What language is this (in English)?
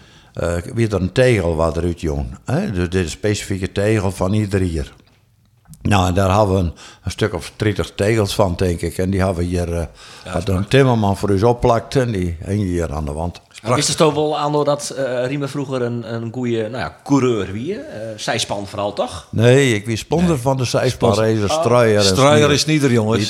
Western Frisian